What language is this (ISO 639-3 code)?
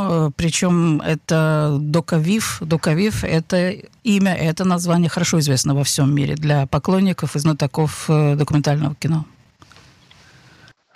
rus